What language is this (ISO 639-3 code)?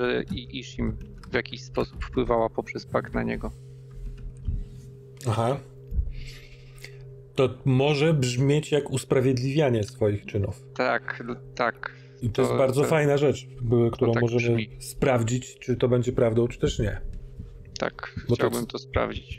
pol